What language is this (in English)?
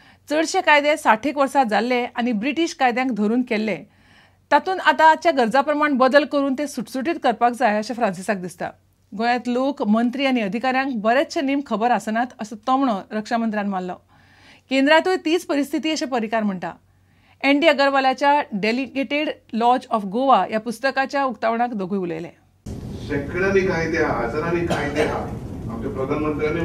Konkani